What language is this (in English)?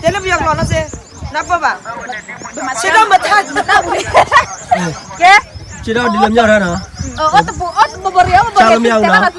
S'gaw Karen